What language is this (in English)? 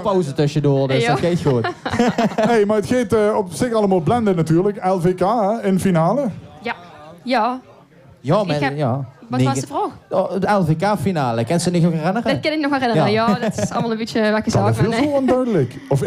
Limburgish